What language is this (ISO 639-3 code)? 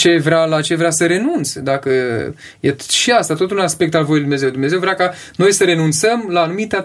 ron